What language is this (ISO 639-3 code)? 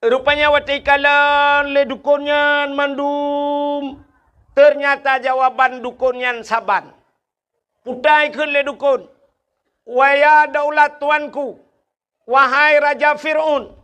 ace